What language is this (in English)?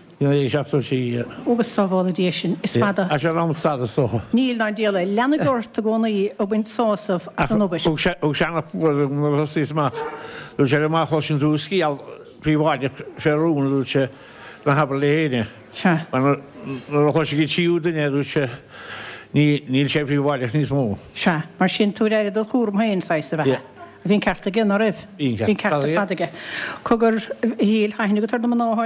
Irish